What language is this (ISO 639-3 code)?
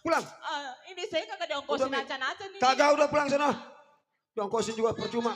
bew